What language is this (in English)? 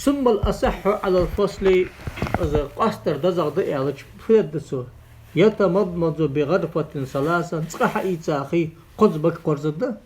Ingush